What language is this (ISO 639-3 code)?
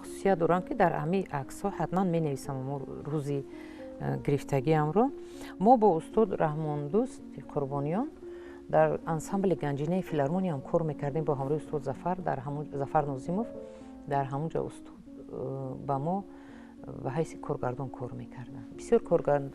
tgk